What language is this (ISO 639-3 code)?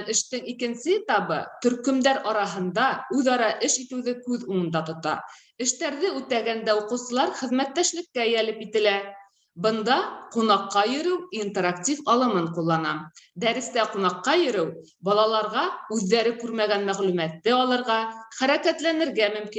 bak